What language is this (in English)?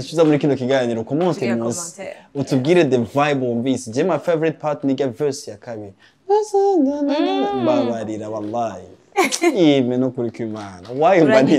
Rundi